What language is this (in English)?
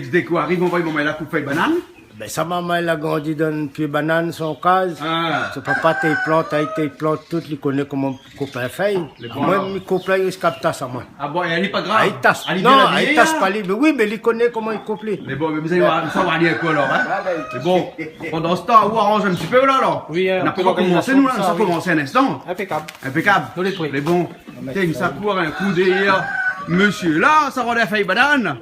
Réunion Creole French